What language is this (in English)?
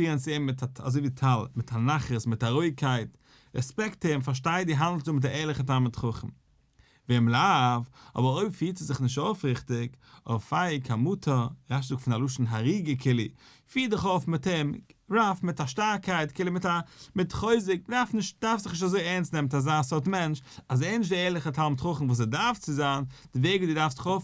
Yiddish